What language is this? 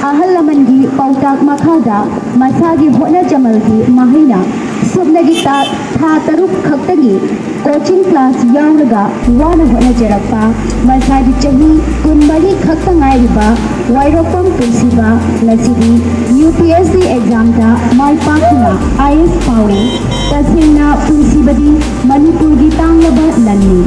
Manipuri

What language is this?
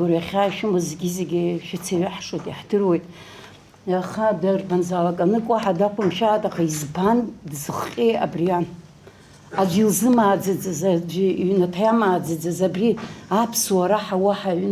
Abkhazian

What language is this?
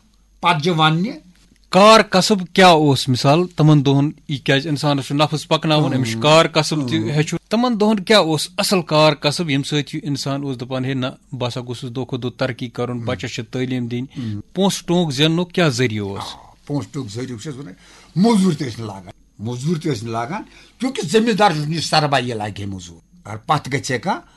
Kashmiri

